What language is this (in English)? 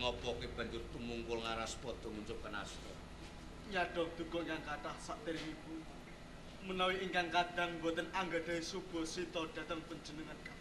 Javanese